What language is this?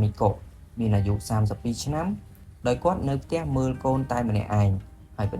Khmer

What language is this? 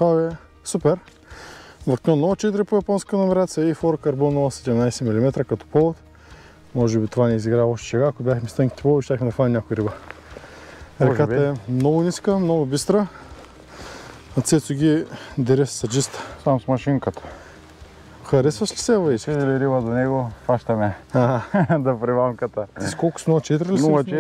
Bulgarian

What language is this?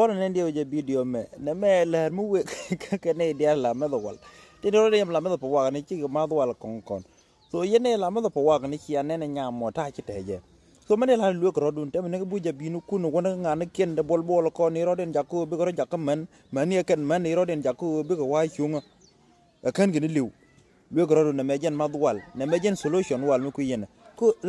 Nuer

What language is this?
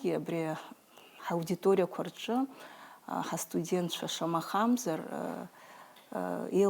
Abkhazian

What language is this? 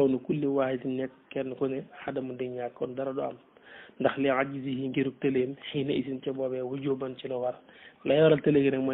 Wolof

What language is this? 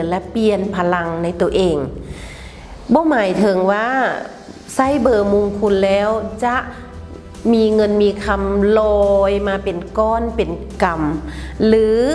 Lao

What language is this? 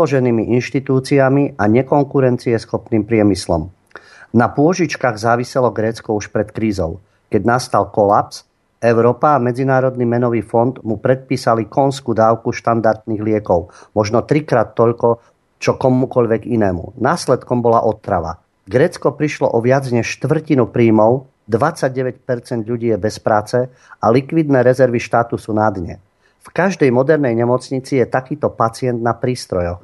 Slovak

